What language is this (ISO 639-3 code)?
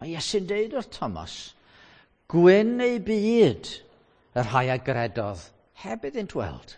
cym